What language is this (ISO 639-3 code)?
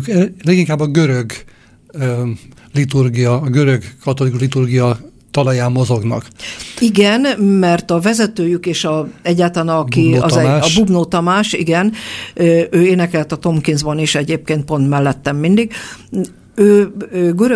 hun